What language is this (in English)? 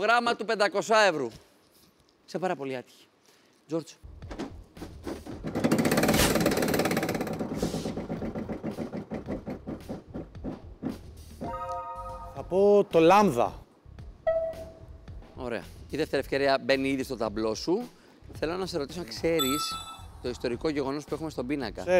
Greek